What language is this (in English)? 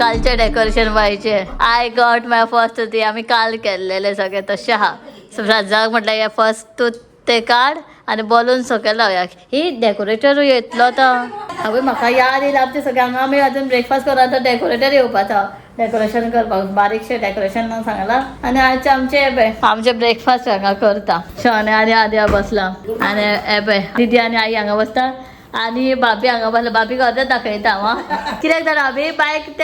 Konkani